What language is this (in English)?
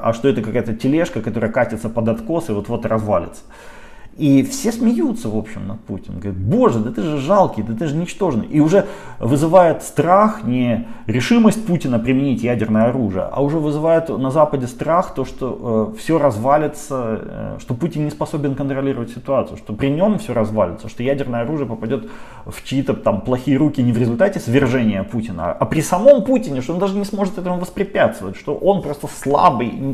Russian